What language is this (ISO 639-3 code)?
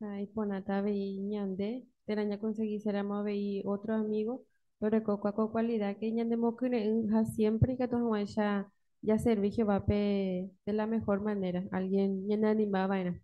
grn